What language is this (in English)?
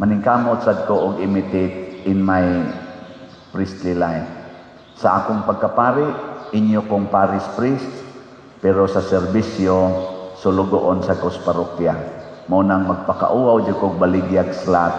Cebuano